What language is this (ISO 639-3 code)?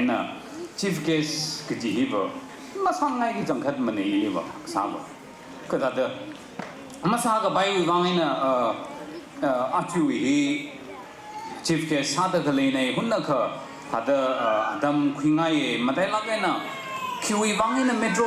nmf